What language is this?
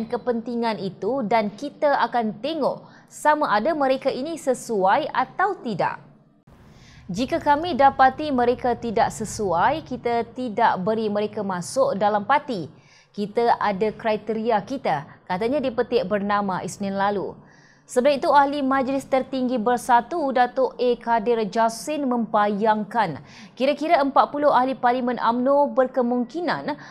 Malay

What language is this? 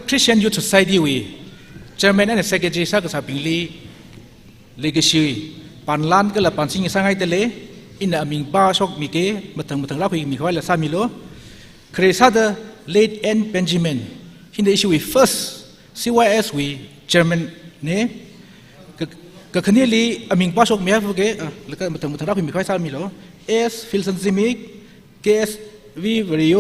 Tangkhul Naga (India)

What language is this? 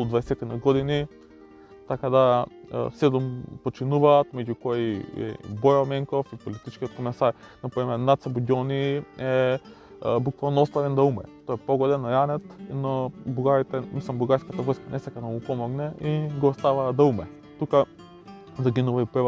Macedonian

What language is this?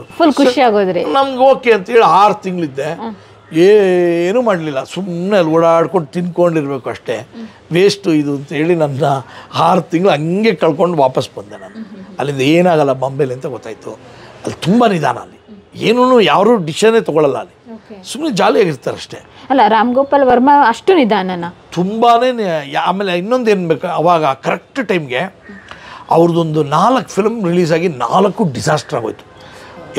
Kannada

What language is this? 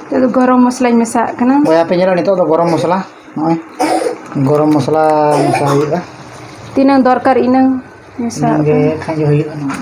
Santali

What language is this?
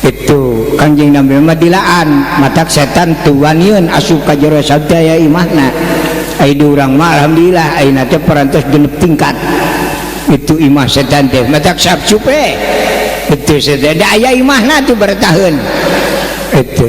Sundanese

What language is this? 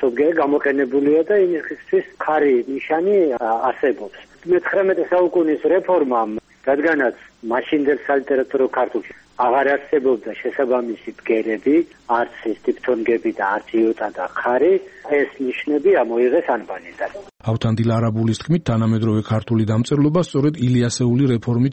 Georgian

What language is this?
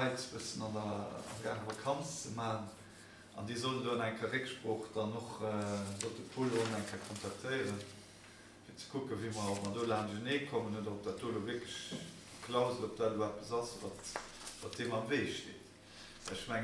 Luxembourgish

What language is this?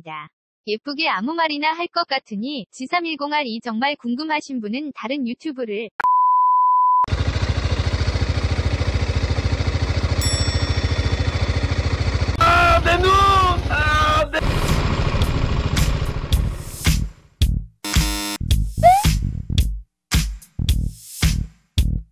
Korean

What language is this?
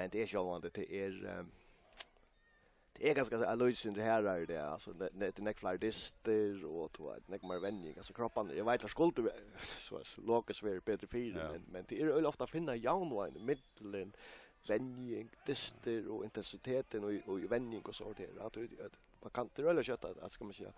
Faroese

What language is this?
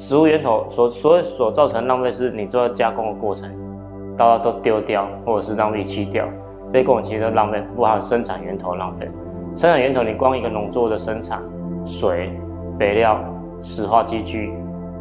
Chinese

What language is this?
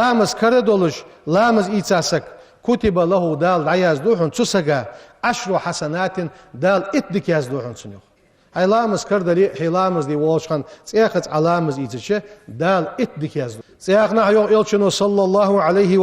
Ingush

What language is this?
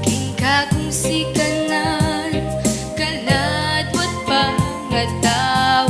Pampanga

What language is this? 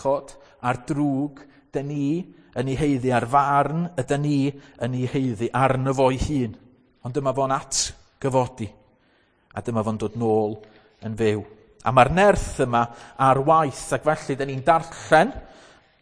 Welsh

